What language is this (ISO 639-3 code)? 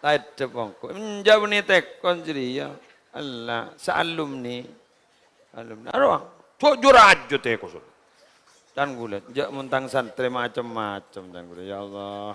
mad